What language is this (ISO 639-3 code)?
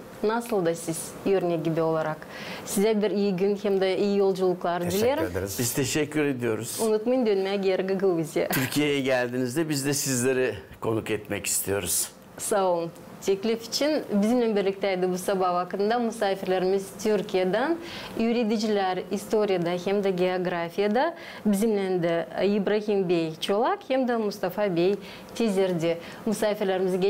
gag